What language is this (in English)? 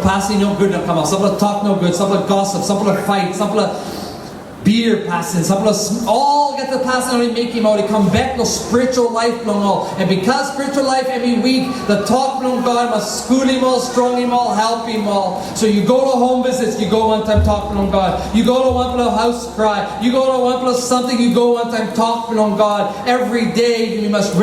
Tok Pisin